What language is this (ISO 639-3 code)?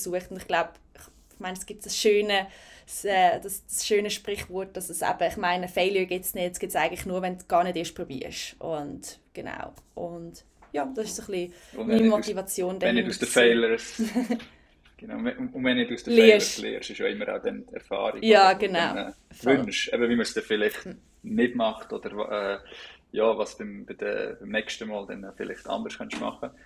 gsw